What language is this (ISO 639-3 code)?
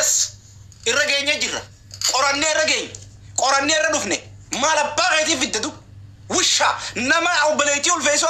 orm